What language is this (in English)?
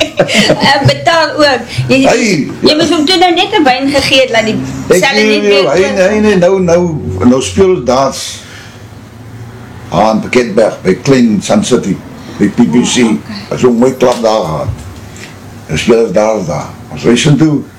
Afrikaans